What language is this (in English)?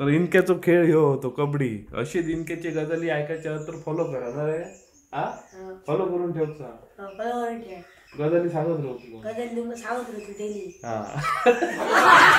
Konkani